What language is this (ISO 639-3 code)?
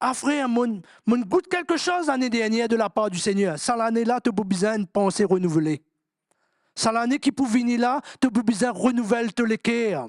mfe